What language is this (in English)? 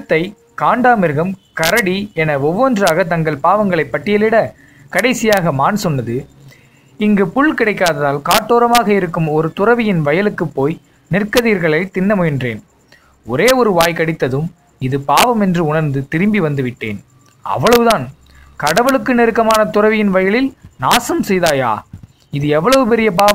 Tamil